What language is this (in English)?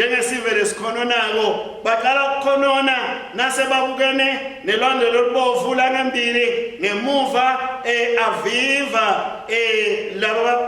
Swati